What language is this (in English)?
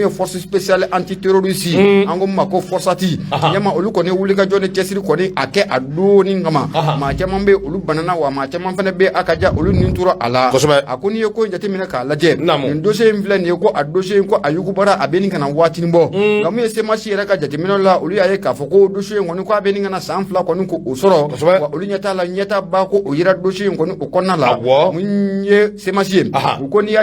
Bambara